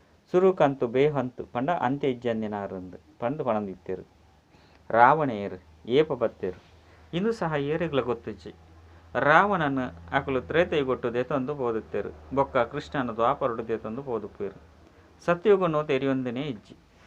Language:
Tulu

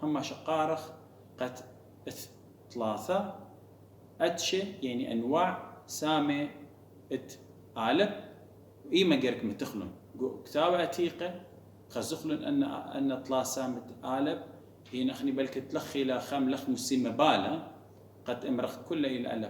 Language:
Assyrian Neo-Aramaic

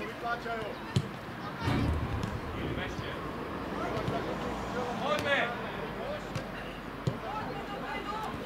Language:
Slovak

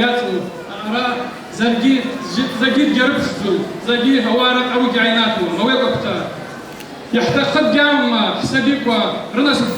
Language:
Abkhazian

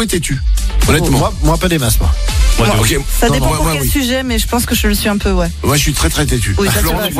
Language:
French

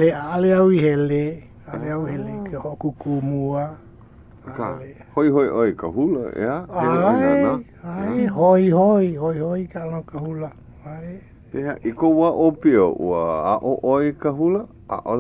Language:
Hawaiian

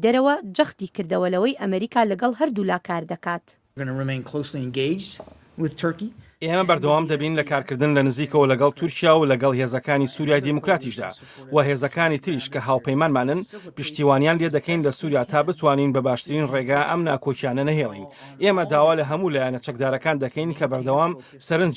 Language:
Central Kurdish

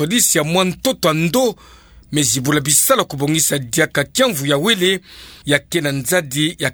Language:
Kituba (Democratic Republic of Congo)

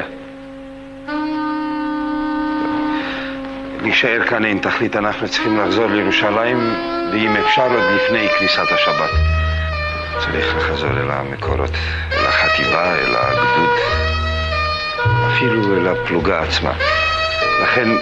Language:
Hebrew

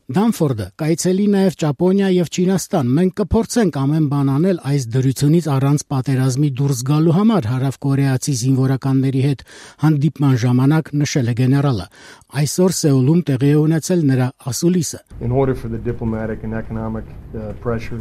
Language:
Armenian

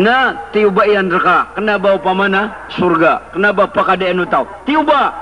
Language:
Maranao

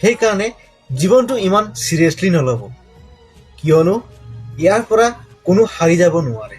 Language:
Assamese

